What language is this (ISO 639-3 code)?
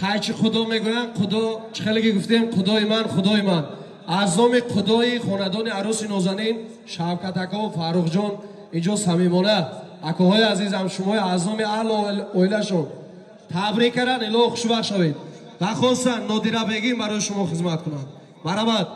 tgk